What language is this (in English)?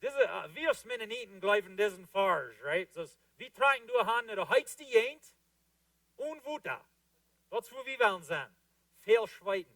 Plautdietsch